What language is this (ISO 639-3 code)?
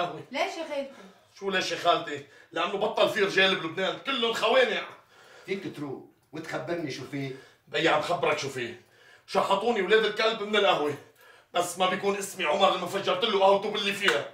apc